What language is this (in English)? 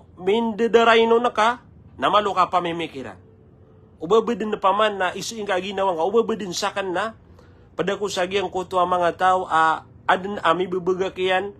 Maranao